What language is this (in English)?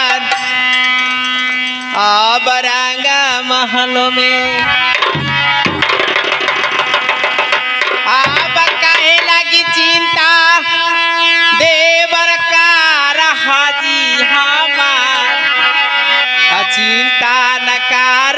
Bhojpuri